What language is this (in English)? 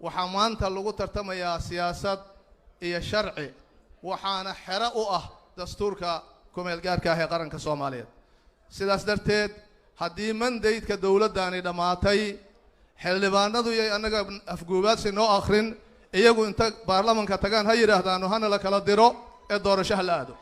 Somali